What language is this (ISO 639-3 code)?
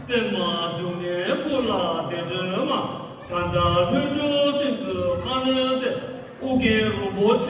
bod